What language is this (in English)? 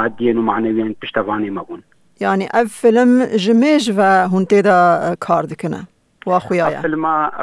Kurdish